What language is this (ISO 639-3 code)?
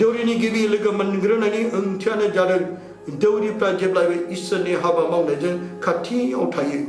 brx